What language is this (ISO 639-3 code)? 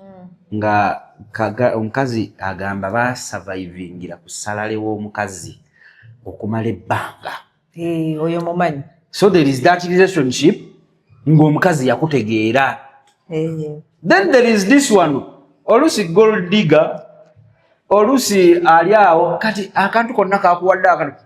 lug